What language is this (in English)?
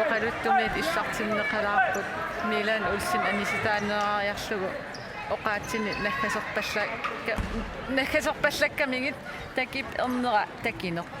Kalaallisut